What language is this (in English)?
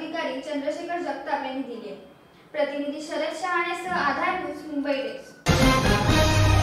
Marathi